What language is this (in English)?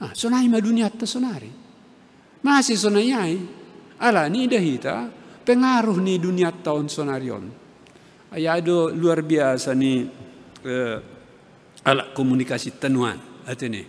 Batak Simalungun